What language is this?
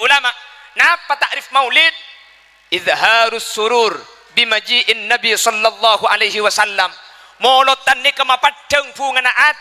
Madurese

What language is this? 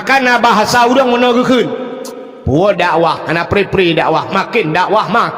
Achinese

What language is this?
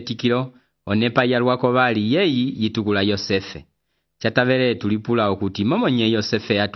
Umbundu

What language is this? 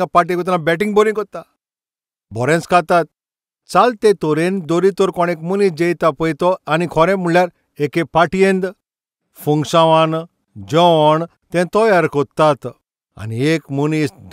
Konkani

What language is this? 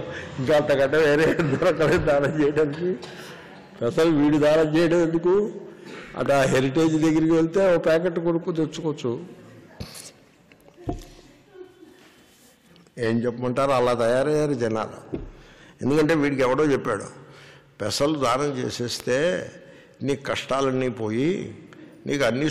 Telugu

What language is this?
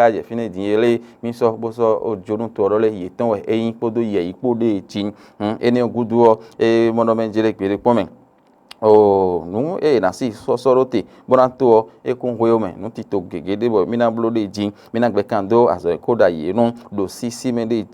Fon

